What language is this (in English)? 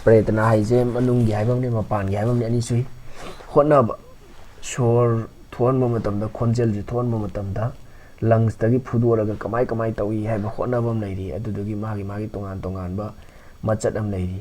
Manipuri